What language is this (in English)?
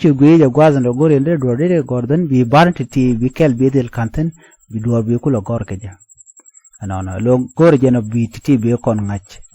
Nuer